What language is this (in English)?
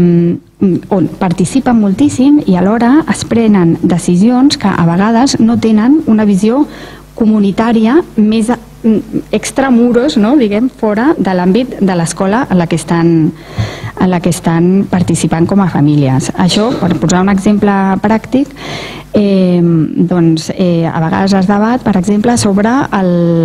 Catalan